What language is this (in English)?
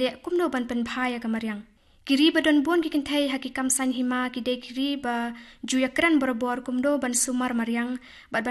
Khasi